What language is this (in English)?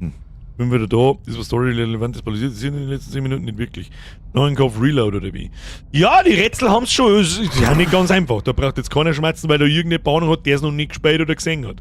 Bavarian